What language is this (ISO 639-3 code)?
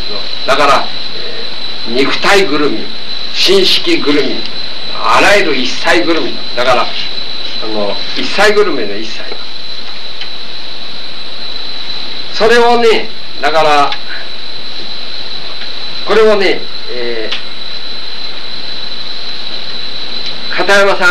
jpn